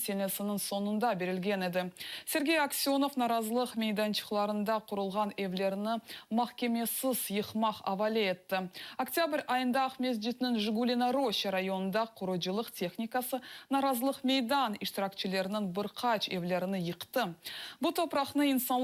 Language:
Crimean Tatar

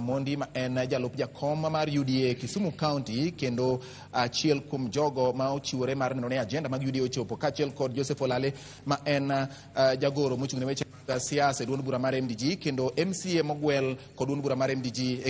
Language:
Luo (Kenya and Tanzania)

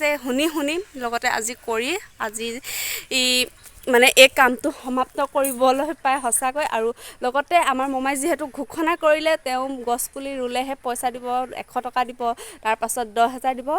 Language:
Assamese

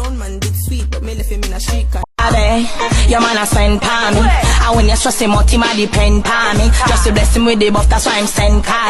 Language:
Jamaican Creole English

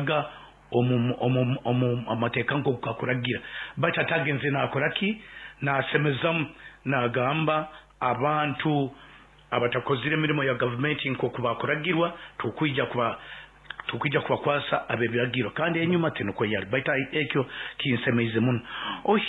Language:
Nyoro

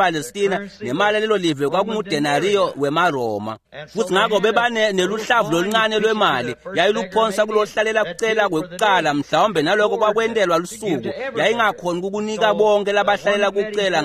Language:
Swati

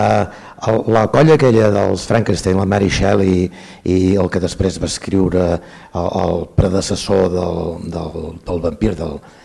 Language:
Catalan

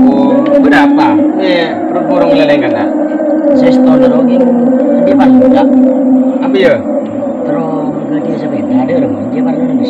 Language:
Madurese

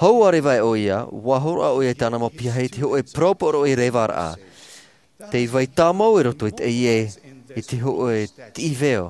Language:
Tahitian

